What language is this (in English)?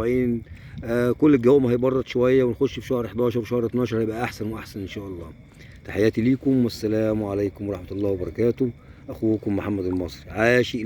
Egyptian Arabic